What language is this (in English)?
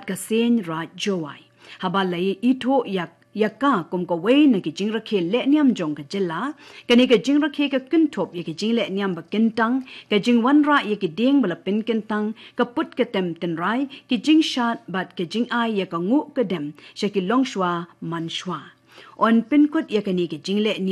Khasi